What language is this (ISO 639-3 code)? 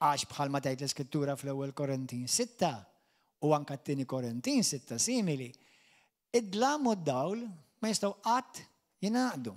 mlt